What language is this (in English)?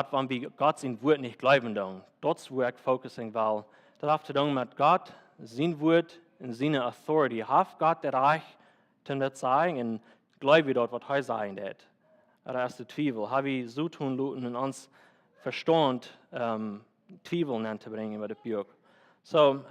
Plautdietsch